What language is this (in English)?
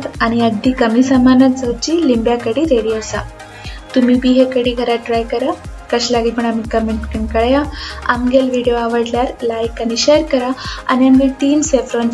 Konkani